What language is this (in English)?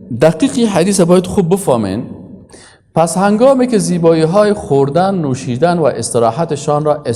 Persian